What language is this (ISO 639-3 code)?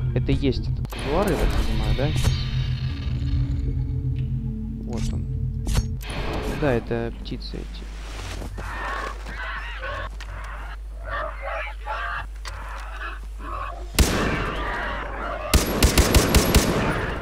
rus